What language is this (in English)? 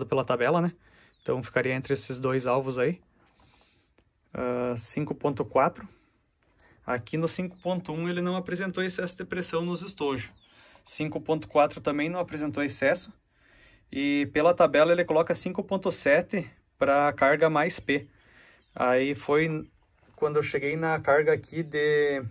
Portuguese